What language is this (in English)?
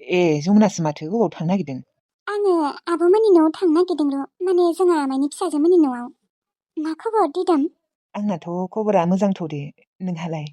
Bodo